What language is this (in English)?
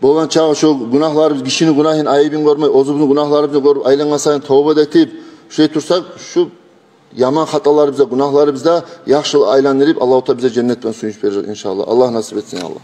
Kumyk